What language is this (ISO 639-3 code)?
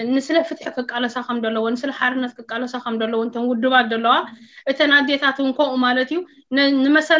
tir